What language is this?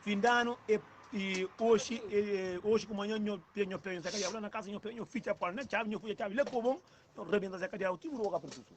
Kabuverdianu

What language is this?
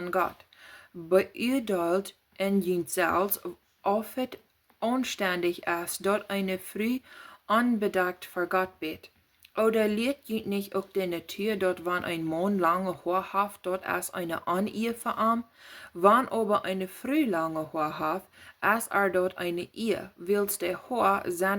Plautdietsch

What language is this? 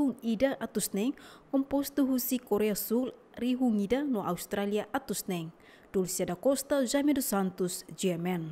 Tetum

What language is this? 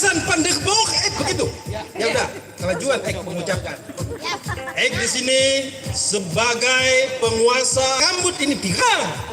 Banjar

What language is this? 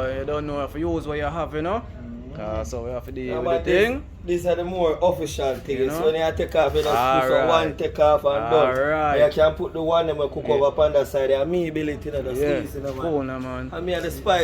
Jamaican Creole English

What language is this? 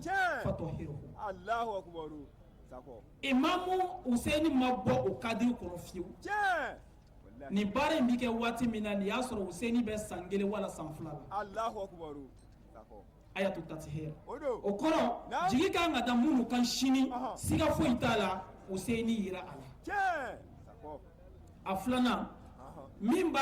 Bambara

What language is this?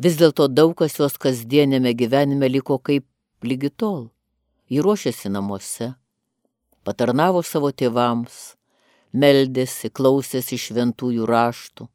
Lithuanian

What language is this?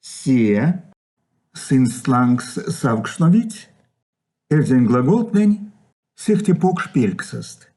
Erzya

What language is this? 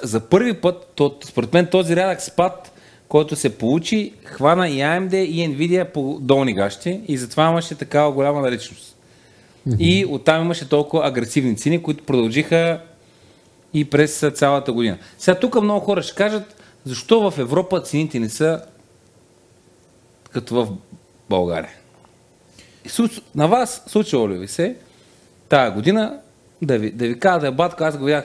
Bulgarian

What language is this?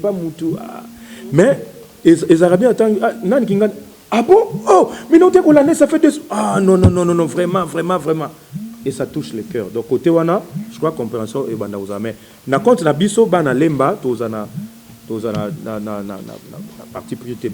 Lingala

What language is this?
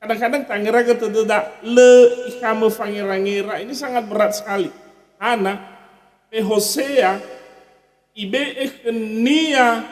Nias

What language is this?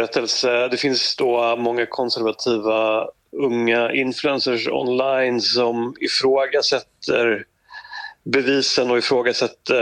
Swedish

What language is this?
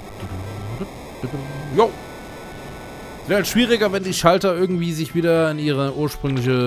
German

